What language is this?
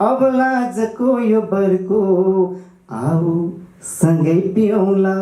Nepali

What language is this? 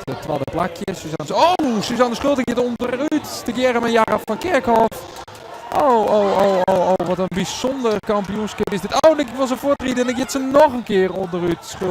Western Frisian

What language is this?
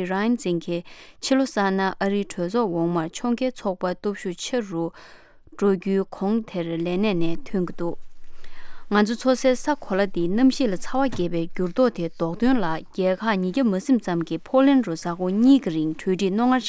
Tibetan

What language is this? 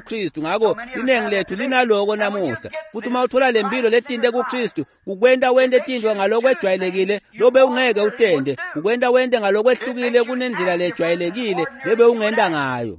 Swati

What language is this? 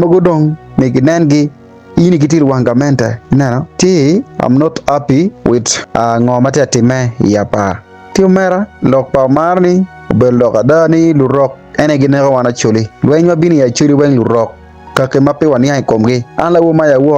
Acoli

